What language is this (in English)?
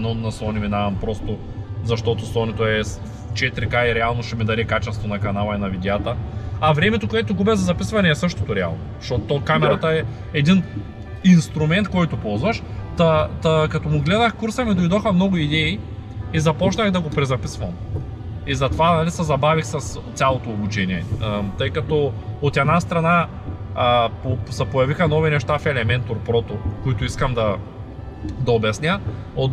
Bulgarian